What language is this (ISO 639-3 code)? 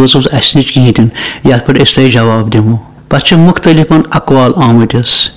kas